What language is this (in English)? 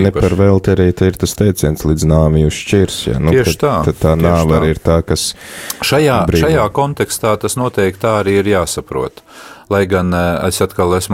Latvian